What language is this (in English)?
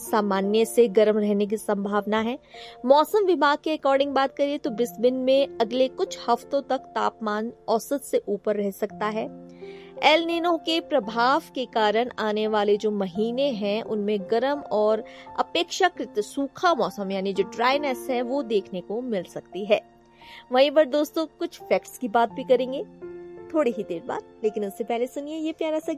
Hindi